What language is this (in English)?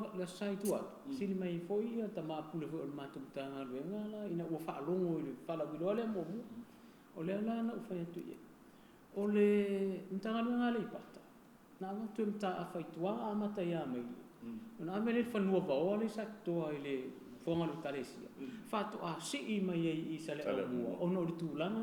Samoan